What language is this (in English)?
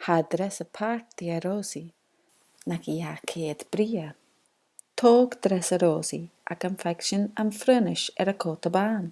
Scottish Gaelic